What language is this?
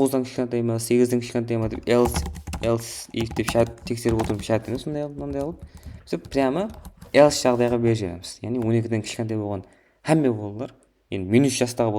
Kara-Kalpak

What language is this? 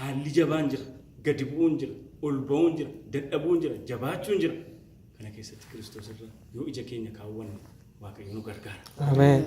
Oromo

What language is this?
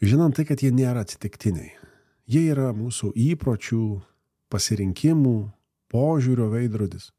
Lithuanian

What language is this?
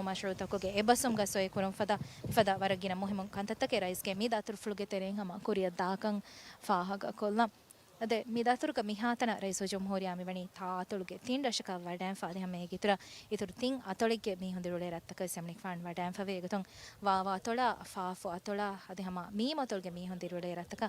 Divehi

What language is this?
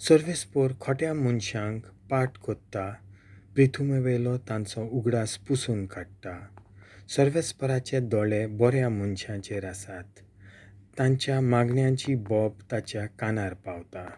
Konkani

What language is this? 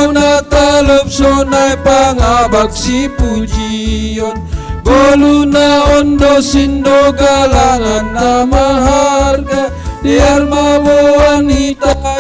Batak Simalungun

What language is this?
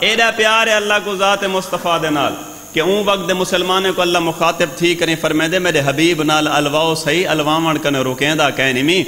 Saraiki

